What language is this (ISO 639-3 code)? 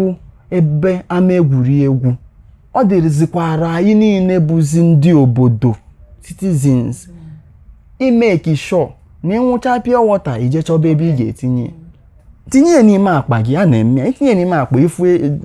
ibo